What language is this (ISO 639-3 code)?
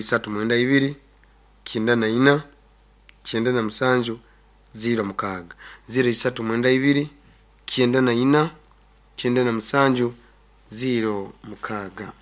nyo